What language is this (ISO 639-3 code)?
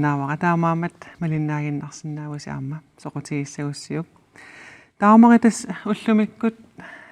kal